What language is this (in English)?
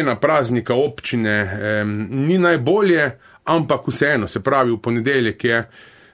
Slovenian